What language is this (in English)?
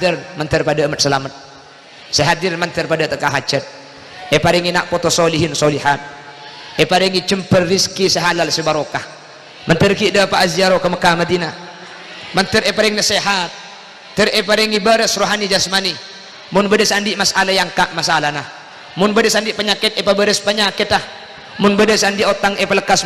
Madurese